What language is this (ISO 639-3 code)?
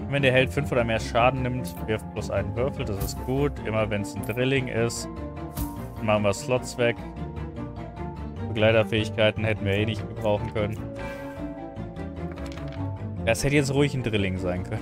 deu